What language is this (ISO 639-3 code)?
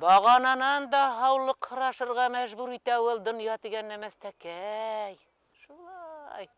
bak